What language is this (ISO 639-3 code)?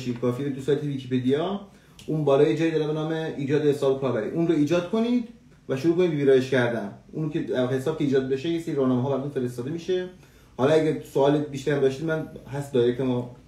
fas